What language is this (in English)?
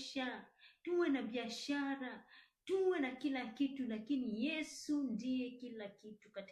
Swahili